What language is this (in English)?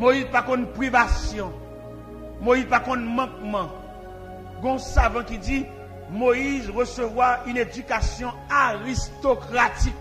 Haitian Creole